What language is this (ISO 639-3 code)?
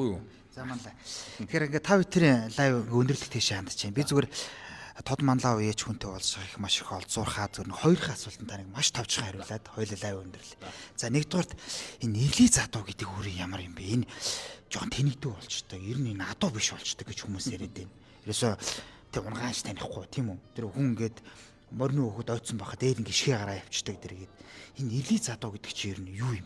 mon